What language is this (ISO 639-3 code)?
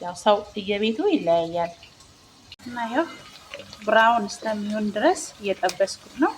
amh